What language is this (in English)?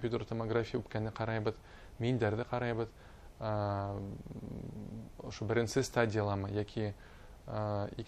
Bashkir